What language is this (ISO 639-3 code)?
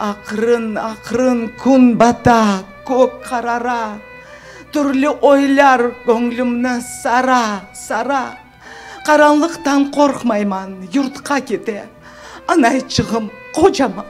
crh